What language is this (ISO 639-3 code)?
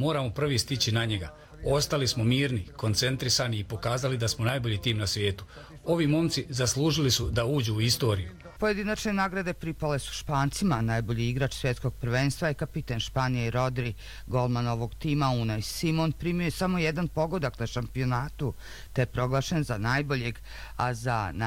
bos